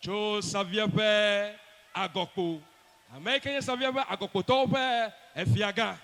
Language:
Ewe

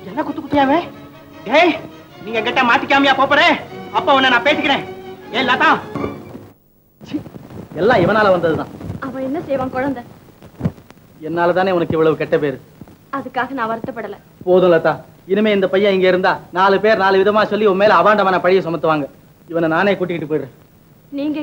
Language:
Tamil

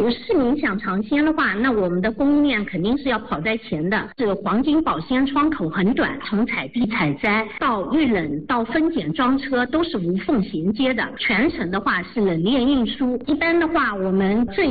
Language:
Chinese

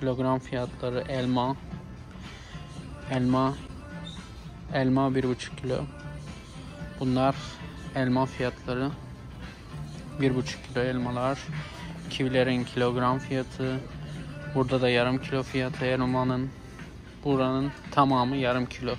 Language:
Turkish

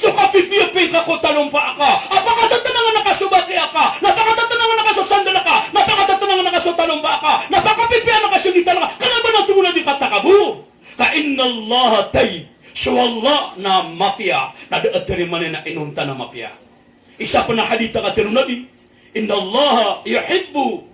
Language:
Maranao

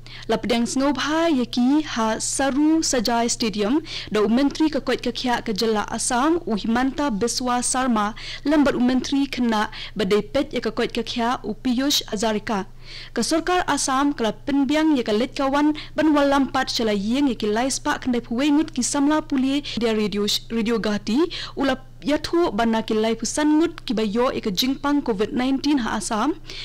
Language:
Khasi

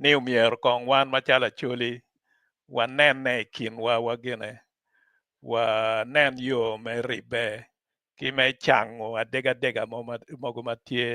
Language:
Acoli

